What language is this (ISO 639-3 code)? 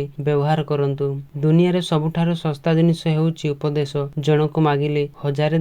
ori